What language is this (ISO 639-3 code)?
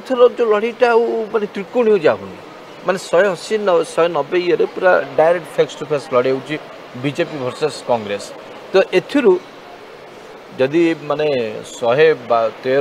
ori